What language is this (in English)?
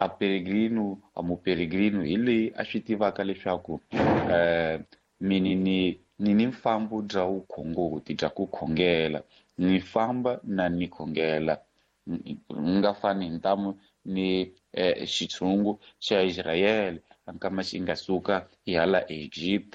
Tsonga